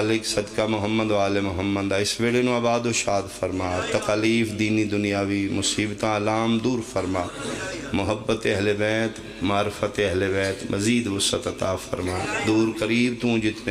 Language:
Pahari-Potwari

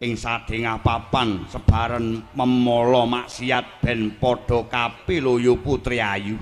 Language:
Javanese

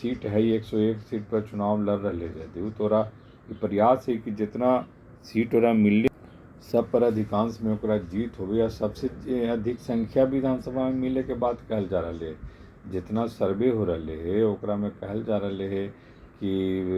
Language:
Magahi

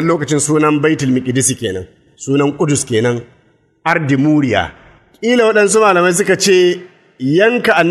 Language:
Hausa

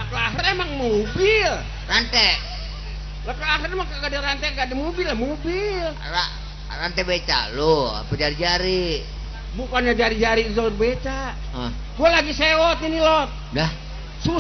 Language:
Betawi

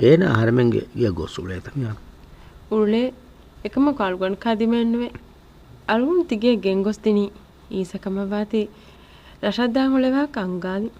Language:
Divehi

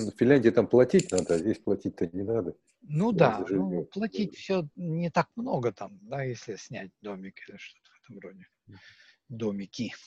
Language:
Russian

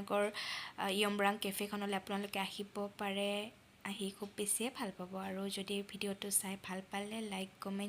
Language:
Assamese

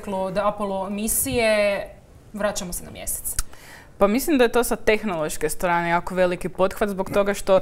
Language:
Croatian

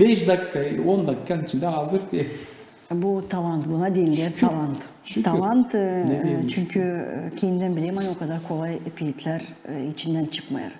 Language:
Gagauz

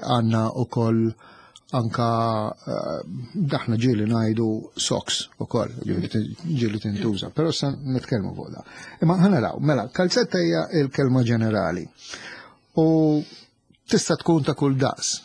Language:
Maltese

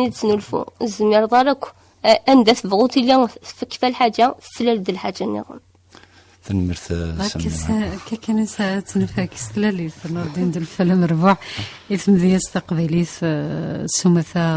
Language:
Kabyle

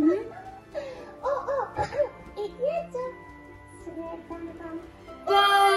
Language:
Croatian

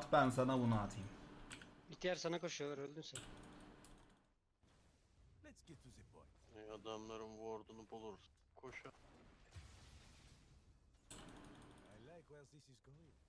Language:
Turkish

